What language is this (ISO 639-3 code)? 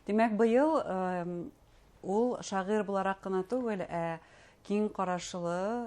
bak